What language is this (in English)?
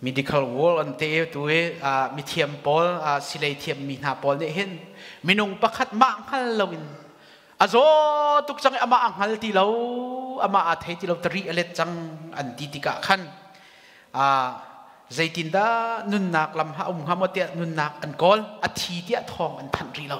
Hakha Chin